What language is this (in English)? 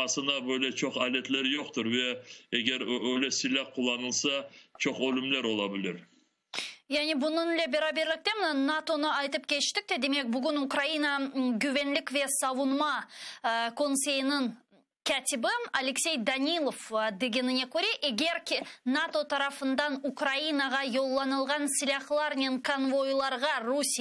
Crimean Tatar